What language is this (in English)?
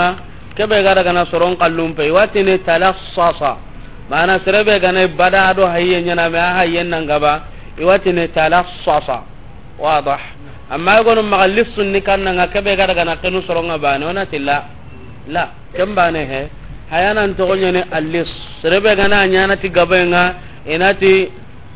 Soninke